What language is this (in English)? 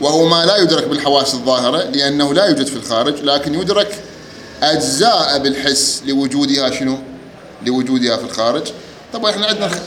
Mesopotamian Arabic